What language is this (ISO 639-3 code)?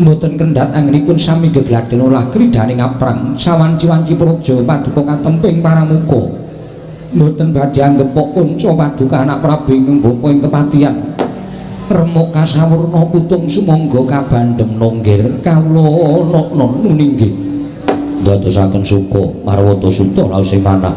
jav